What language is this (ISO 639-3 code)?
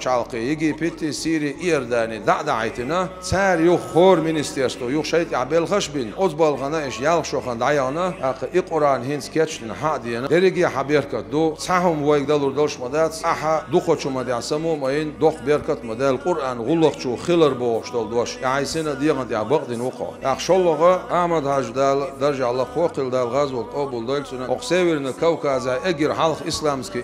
che